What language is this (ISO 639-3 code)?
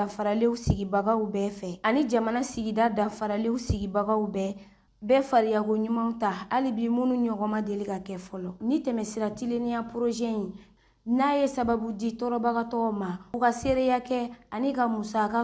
bam